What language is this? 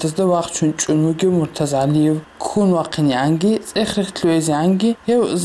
Avaric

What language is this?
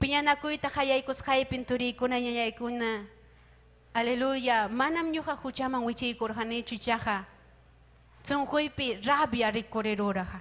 Ayacucho Quechua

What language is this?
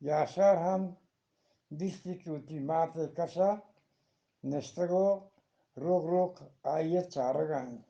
Eastern Balochi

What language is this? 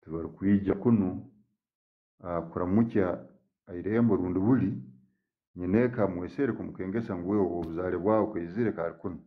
Tooro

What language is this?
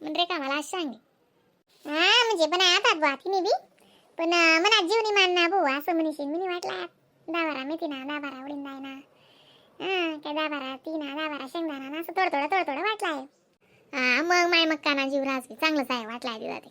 Khandesi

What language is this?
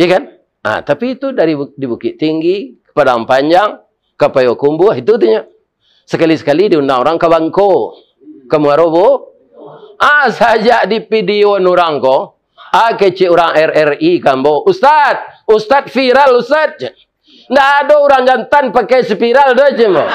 Minangkabau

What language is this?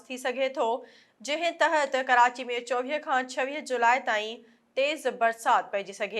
Sindhi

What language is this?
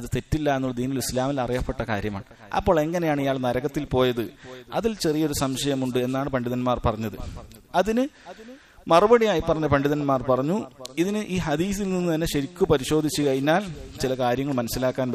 Malayalam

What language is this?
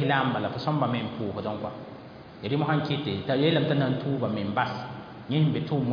Mossi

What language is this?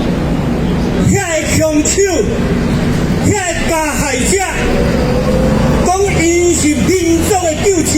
Min Nan Chinese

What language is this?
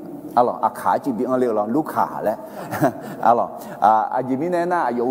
Akha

